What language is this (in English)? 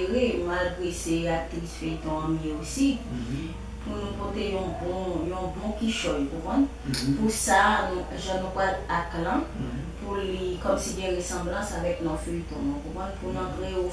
Haitian Creole